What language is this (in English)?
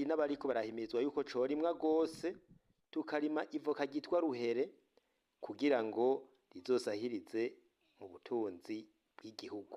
Rundi